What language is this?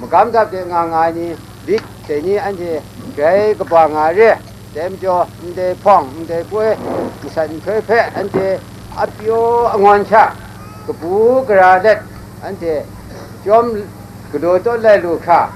Kachin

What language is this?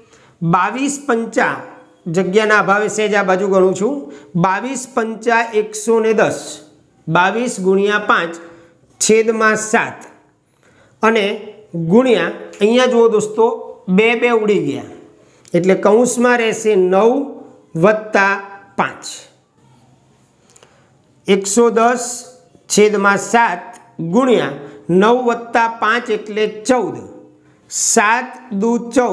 Gujarati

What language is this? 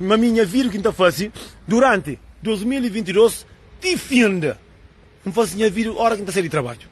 Kabuverdianu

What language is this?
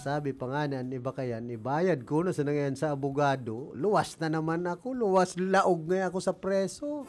Bikol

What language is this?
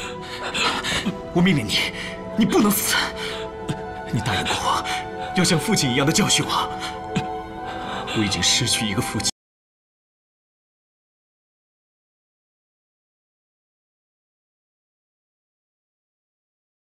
Chinese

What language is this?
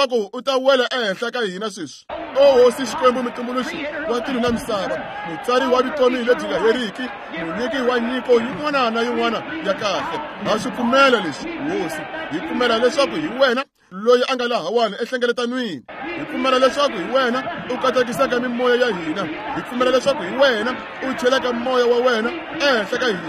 Tsonga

